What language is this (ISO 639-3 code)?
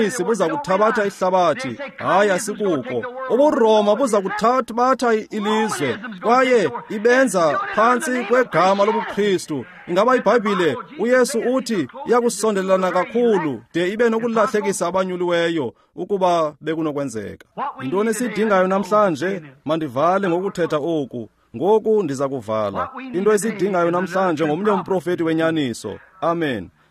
xho